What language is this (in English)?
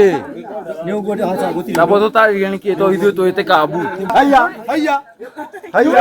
Kikuyu